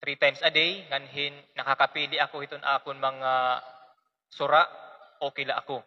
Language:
Waray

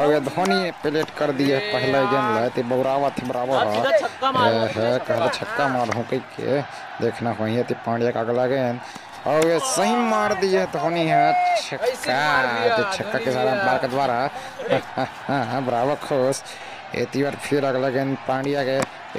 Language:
Chhattisgarhi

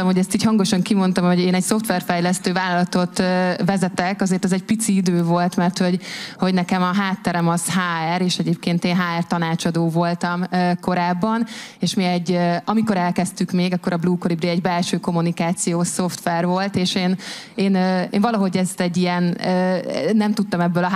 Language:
Hungarian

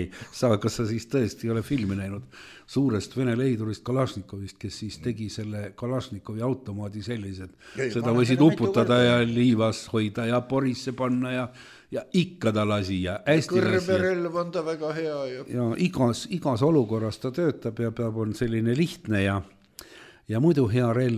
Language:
Estonian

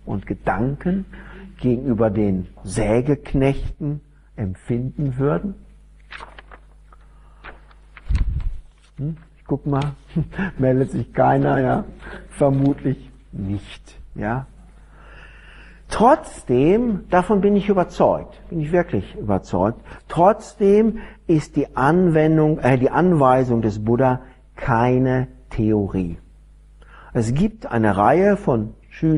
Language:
German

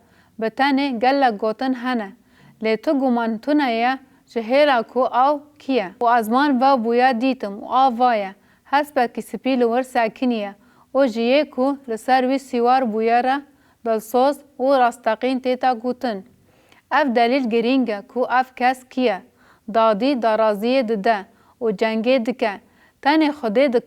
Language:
Kurdish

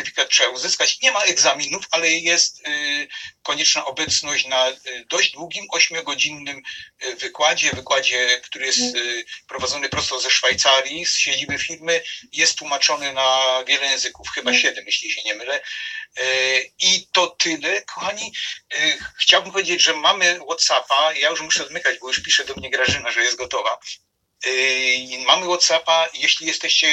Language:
Polish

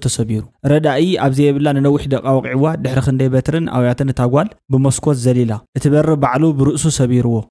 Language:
Tigrinya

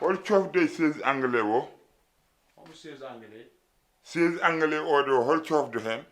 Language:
Fula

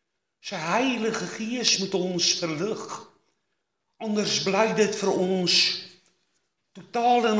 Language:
Afrikaans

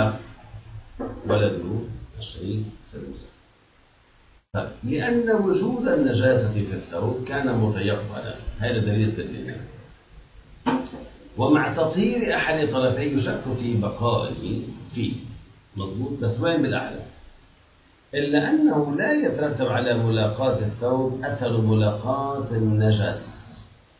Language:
Arabic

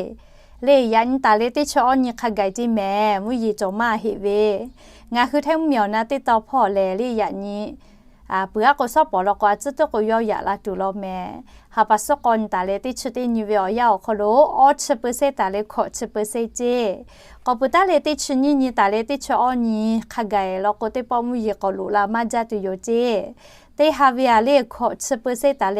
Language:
Lahu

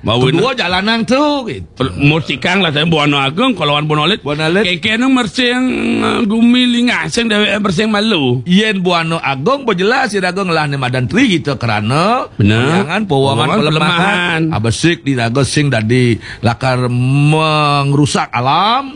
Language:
Balinese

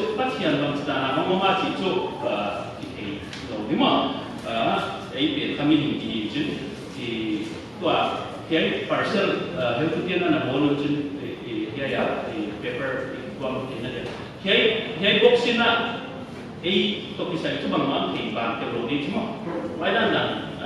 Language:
Paite Chin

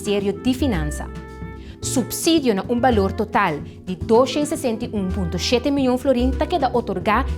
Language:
Papiamento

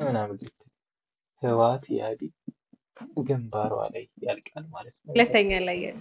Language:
Amharic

